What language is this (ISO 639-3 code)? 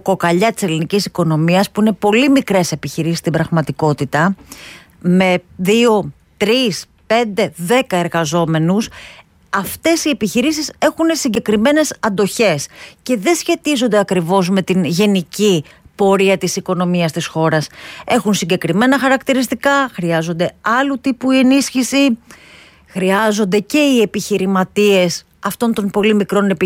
ell